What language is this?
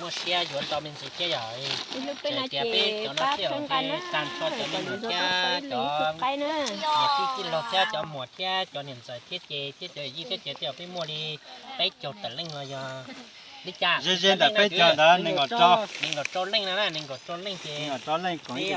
Hmong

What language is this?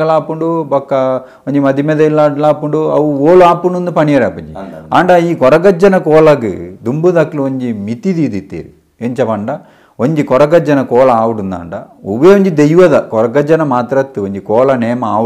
Tulu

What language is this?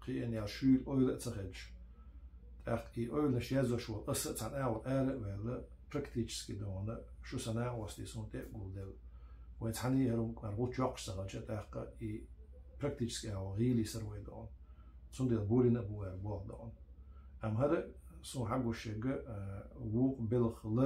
Chechen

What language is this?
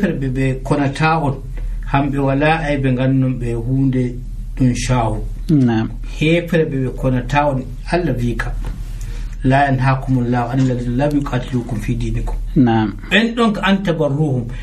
Nigerian Fulfulde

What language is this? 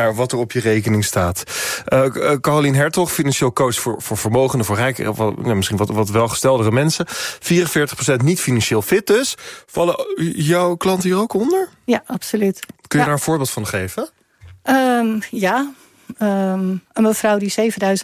Dutch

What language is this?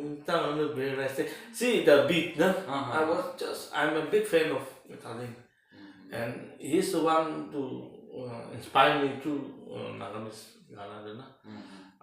Naga Pidgin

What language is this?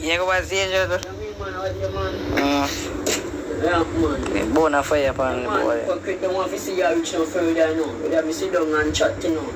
Jamaican Creole English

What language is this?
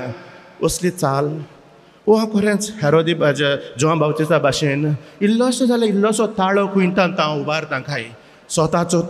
Konkani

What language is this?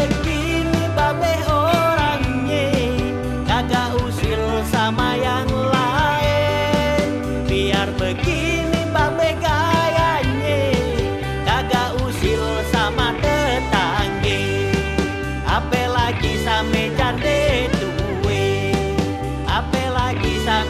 Betawi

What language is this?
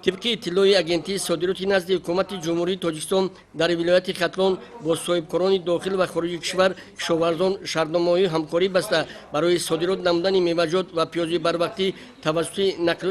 Tajik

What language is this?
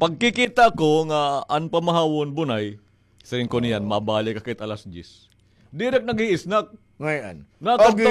Waray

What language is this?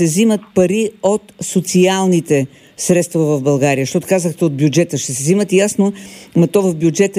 Bulgarian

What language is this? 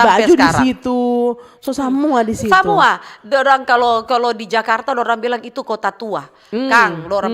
Manado Malay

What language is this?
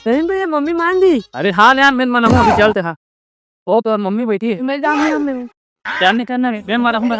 Chhattisgarhi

